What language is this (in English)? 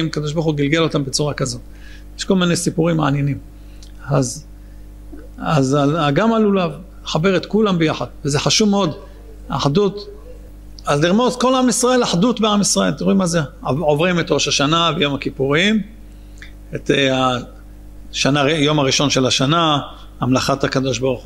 Hebrew